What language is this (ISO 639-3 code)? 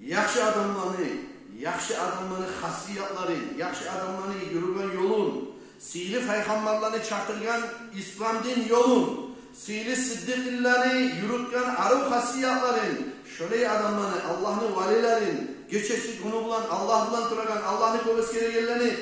kum